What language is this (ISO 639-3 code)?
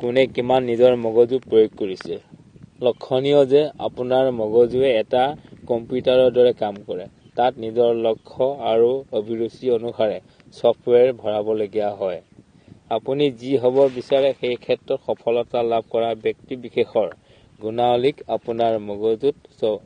asm